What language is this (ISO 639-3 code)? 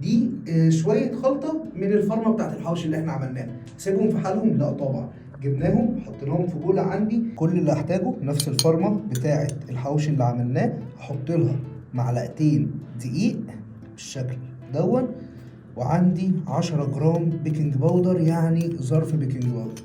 arz